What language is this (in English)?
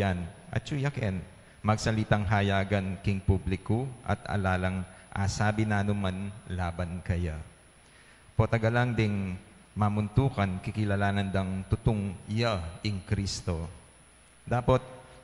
Pampanga